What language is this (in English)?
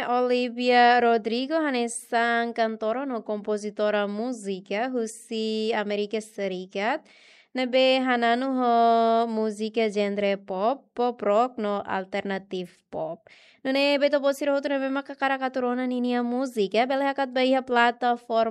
Tetum